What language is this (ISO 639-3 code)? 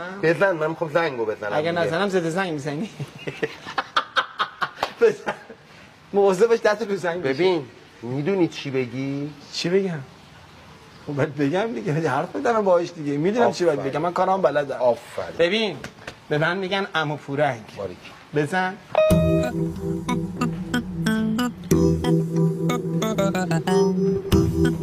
fas